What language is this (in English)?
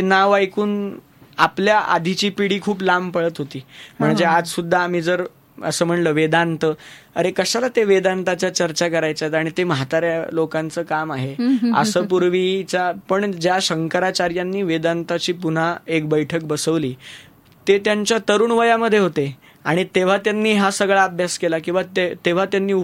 Marathi